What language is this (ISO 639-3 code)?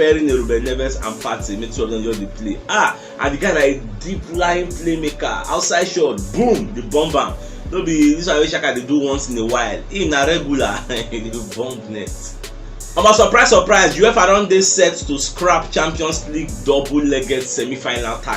pcm